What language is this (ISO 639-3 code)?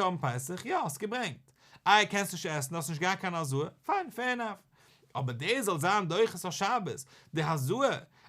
yid